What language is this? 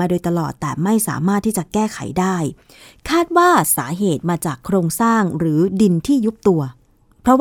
Thai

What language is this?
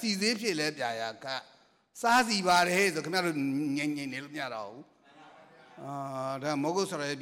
Burmese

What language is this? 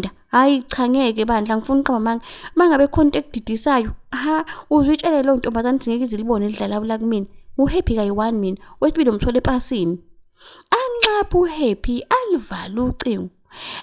Zulu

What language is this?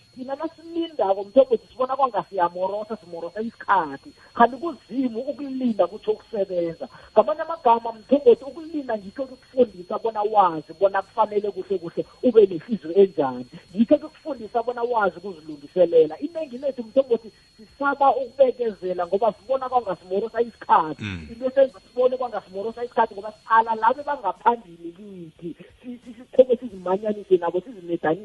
South Ndebele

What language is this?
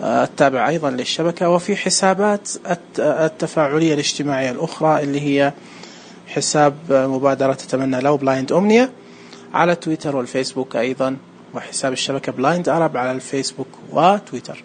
Najdi Arabic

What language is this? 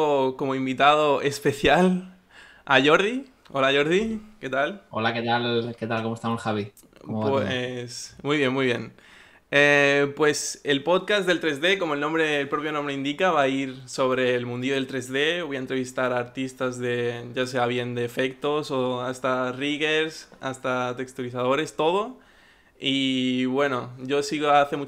Spanish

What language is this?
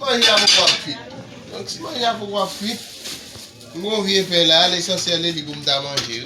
Haitian Creole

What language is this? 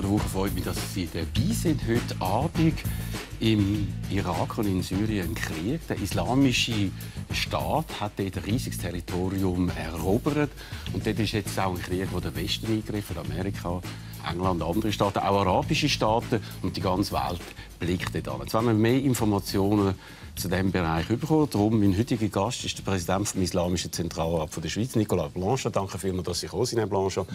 Swiss German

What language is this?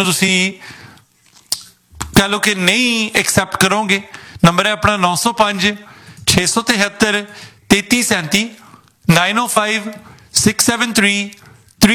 Punjabi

